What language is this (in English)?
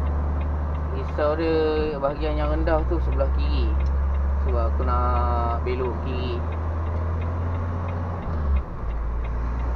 Malay